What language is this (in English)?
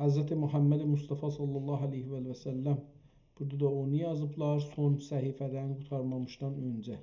South Azerbaijani